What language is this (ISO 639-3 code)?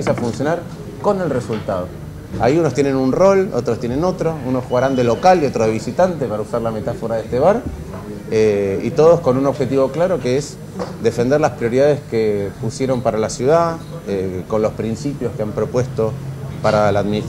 spa